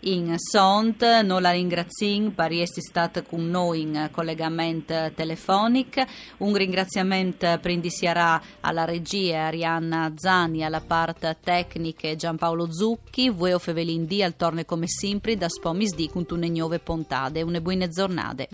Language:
Friulian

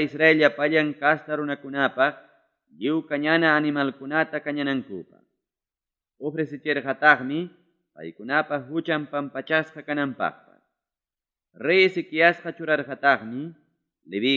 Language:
Ayacucho Quechua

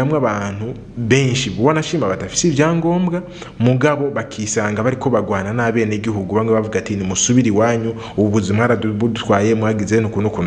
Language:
Rundi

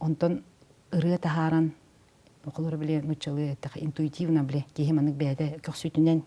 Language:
Yakut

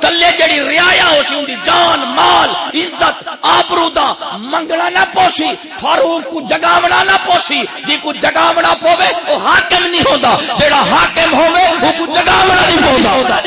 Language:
Saraiki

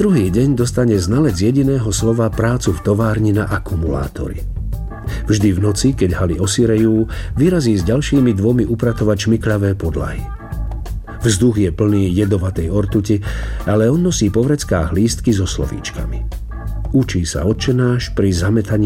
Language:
Slovak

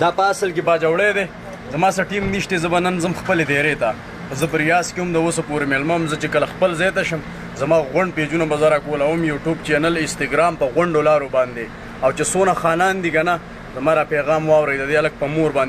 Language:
Pashto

